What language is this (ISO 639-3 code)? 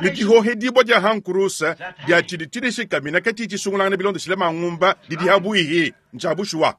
lua